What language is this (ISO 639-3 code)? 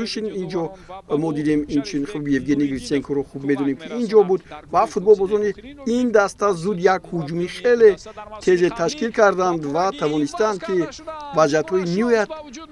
tgk